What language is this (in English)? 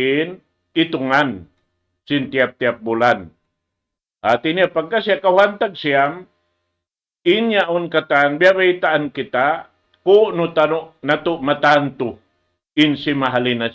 Tausug